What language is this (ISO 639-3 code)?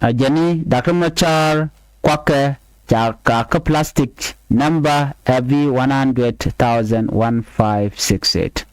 nus